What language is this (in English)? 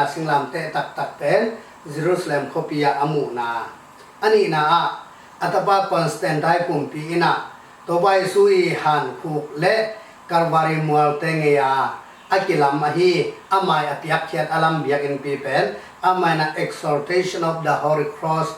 Tedim Chin